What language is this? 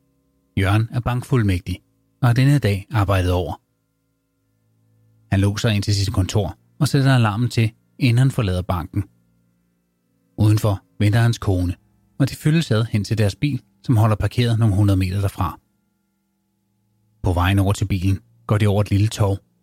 Danish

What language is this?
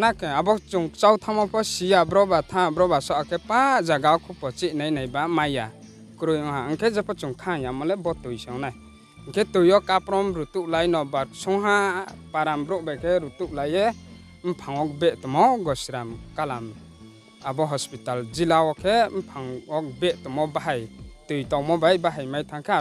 Riang (India)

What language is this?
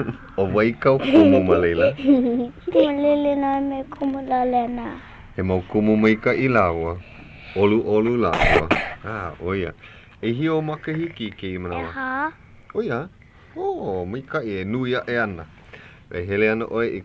Hawaiian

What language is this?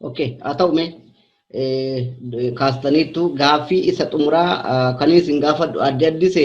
Oromo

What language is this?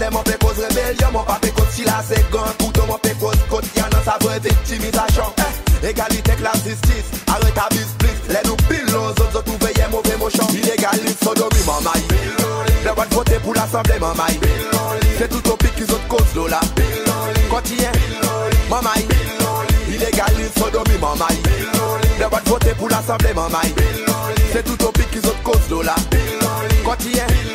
Seselwa Creole French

